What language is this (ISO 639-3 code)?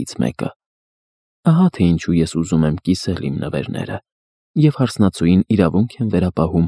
hye